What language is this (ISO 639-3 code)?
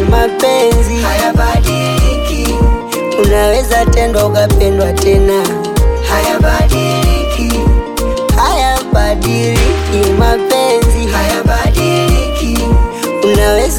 swa